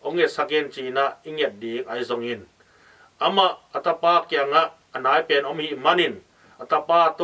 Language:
Tedim Chin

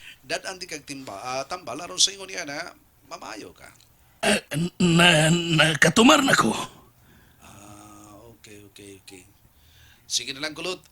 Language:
Cebuano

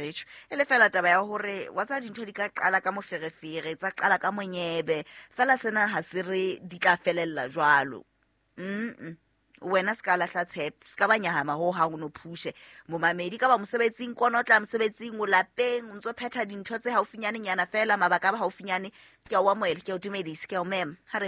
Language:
Southern Sotho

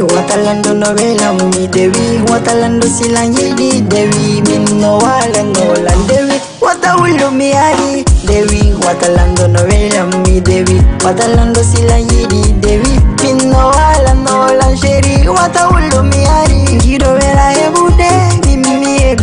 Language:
Fula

